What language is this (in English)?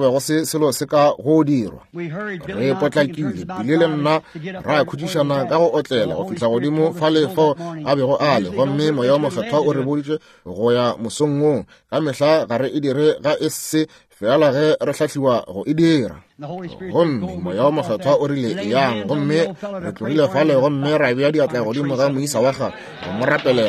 Northern Sotho